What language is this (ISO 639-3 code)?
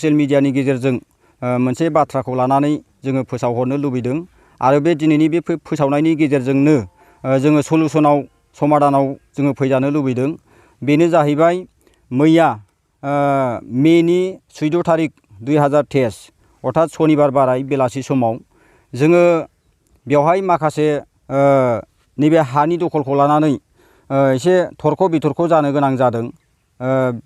brx